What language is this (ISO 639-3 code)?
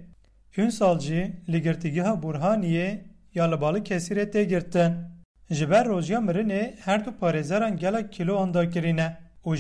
kur